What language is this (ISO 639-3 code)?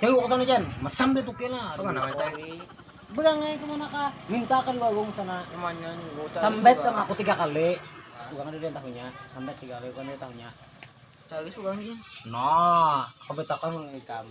bjn